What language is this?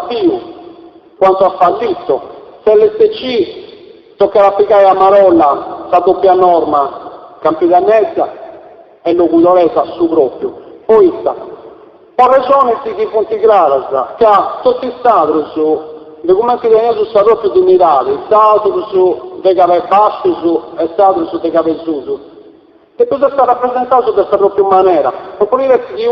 Sardinian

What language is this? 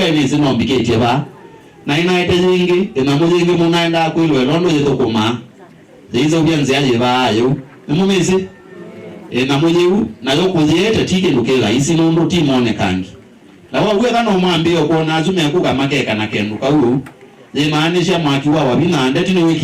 Kamba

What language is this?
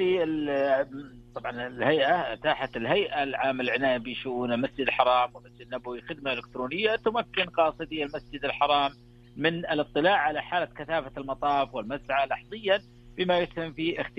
Najdi Arabic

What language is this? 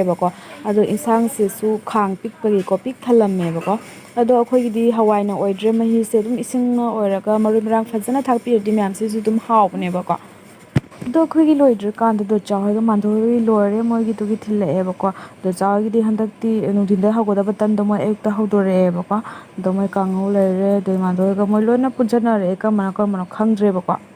Manipuri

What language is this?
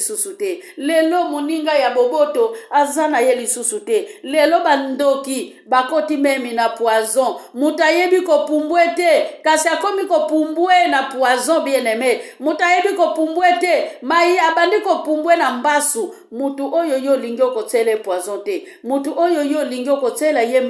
Lingala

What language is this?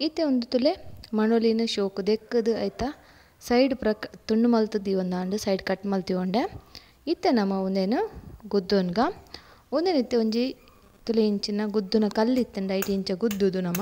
Tulu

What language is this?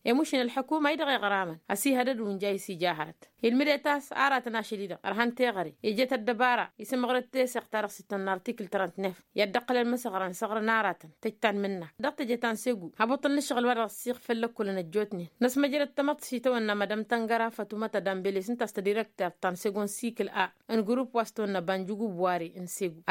Tamasheq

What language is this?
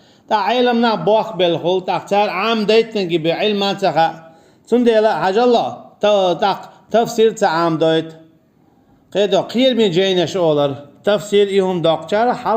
Chechen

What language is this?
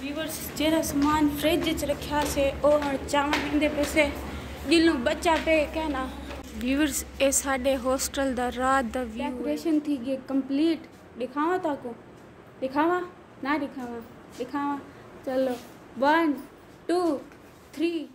Saraiki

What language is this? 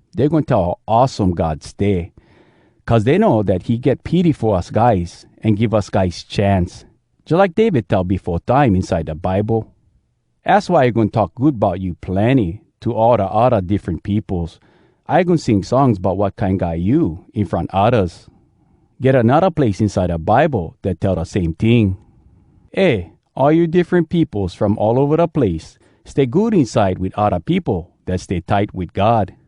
Hawai'i Creole English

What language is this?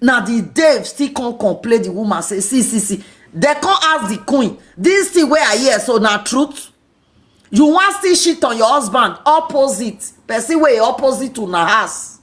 Nigerian Pidgin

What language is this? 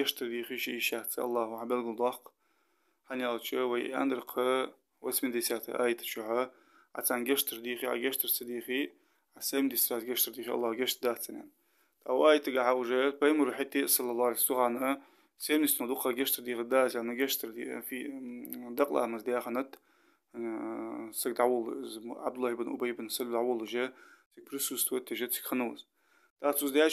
Ingush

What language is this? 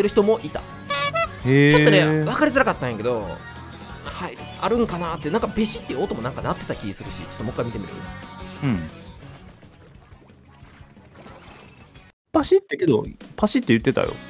Japanese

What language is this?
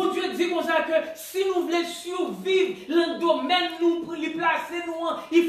Haitian Creole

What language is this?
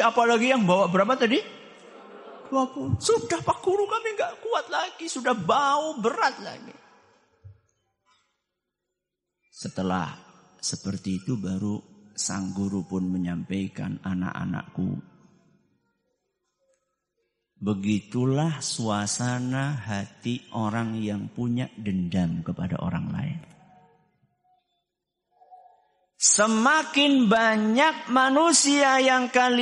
Indonesian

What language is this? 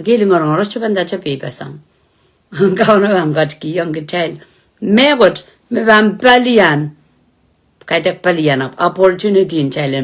Pohnpeian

